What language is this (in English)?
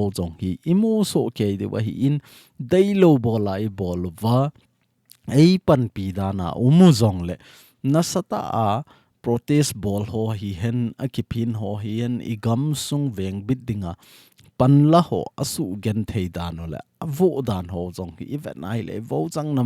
Thado Chin